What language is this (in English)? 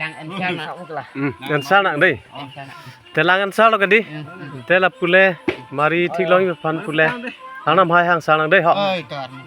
Karbi